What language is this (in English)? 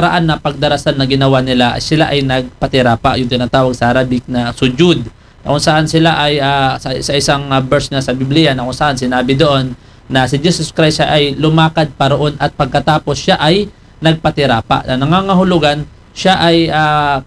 Filipino